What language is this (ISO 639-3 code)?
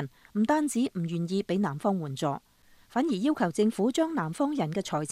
yue